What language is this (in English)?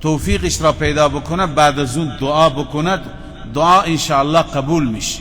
Persian